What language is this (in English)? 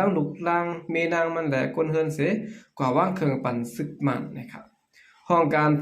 Shan